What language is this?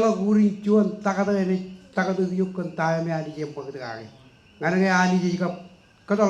Marshallese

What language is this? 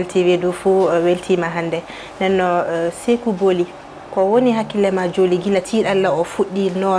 Fula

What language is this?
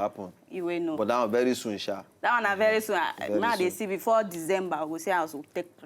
Nigerian Pidgin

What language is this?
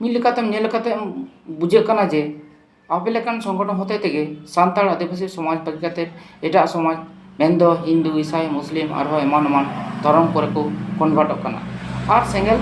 Santali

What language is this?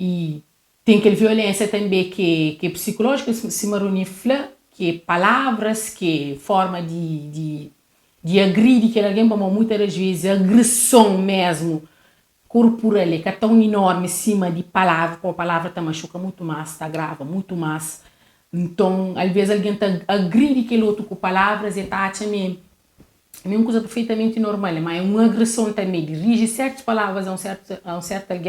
Kabuverdianu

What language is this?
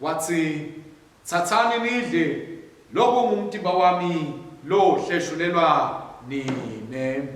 Swati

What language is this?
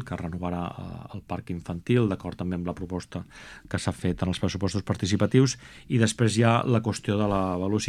Catalan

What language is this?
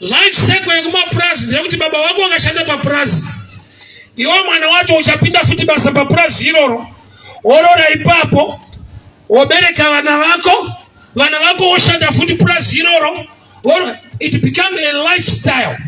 Shona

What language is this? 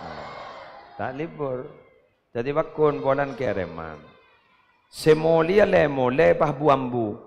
Madurese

